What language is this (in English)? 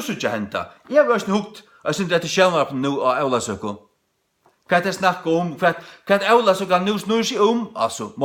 Faroese